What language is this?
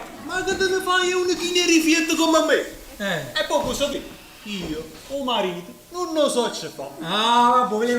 Neapolitan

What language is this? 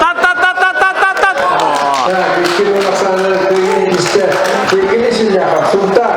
Yakut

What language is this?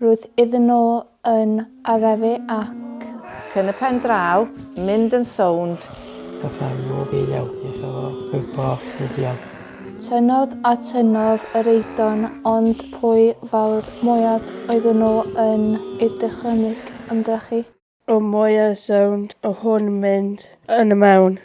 Welsh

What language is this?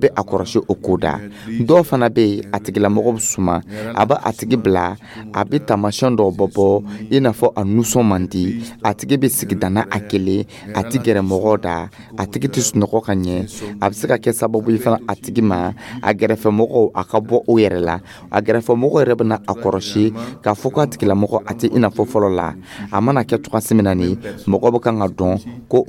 Dyula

